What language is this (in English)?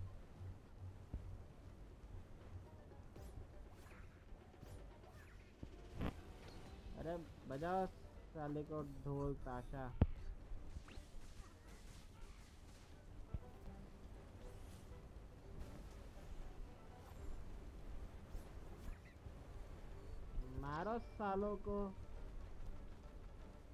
Hindi